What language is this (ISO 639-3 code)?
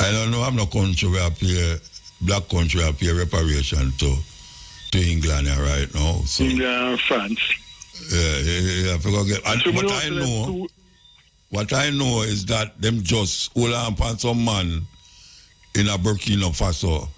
jam